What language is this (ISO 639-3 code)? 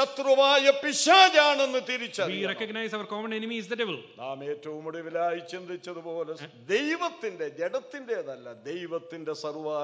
mal